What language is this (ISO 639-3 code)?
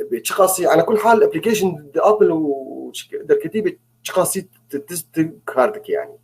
apc